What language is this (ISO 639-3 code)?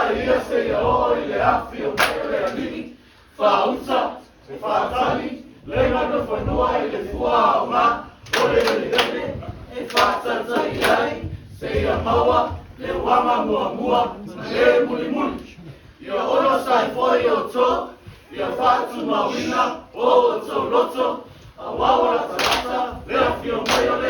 smo